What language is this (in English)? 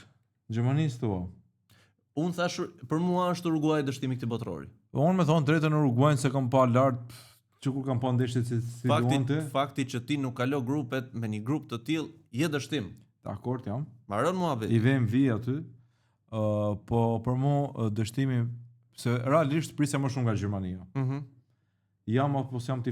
Albanian